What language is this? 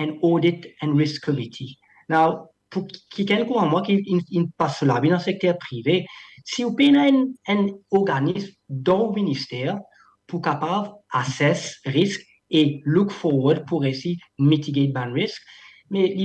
Morisyen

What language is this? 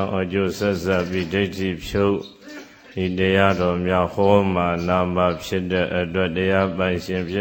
Burmese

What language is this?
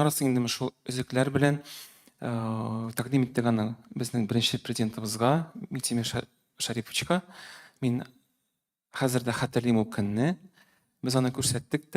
Tatar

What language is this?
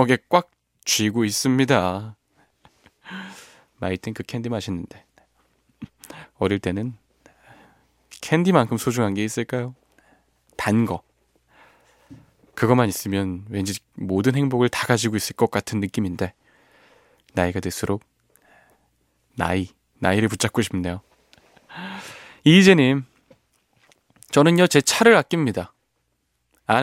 Korean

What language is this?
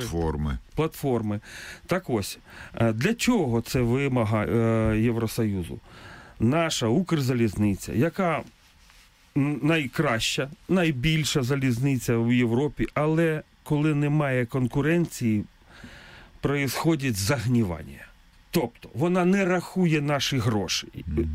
Ukrainian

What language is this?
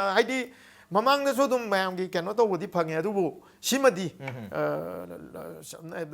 Manipuri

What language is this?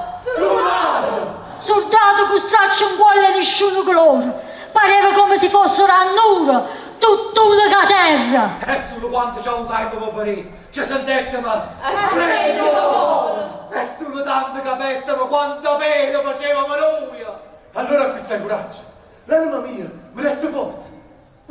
Neapolitan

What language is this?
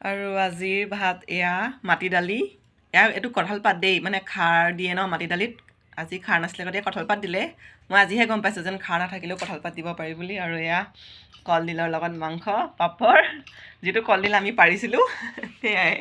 Assamese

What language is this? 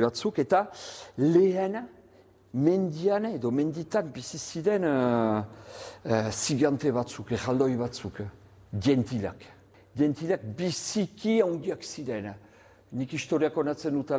Basque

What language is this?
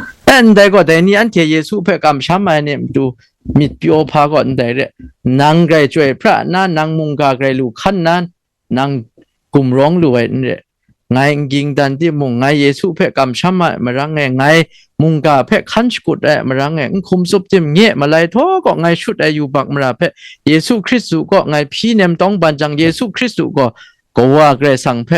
Kachin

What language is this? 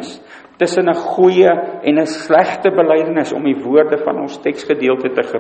Afrikaans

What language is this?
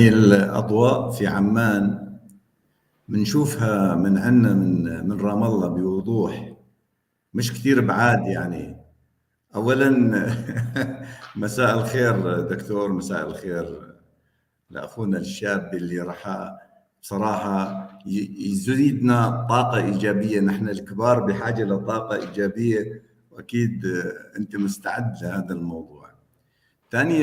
North Levantine Arabic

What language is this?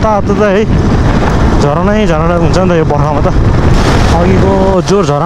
Nepali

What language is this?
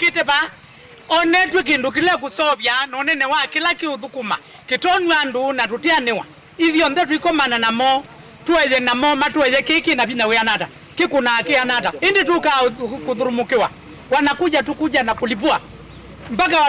Kamba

